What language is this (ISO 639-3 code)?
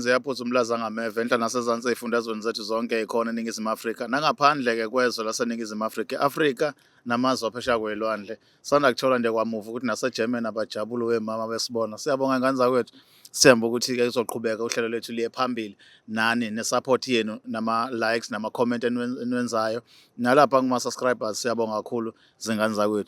zul